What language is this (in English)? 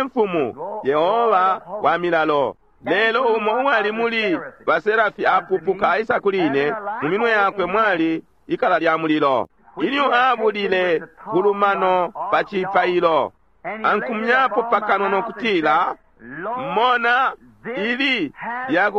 Bemba